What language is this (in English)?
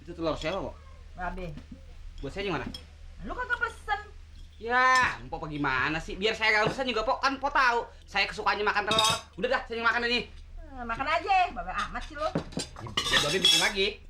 Betawi